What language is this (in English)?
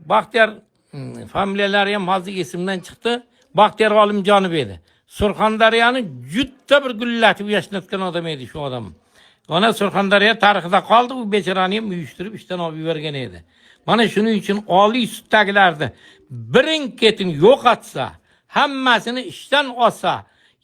Uzbek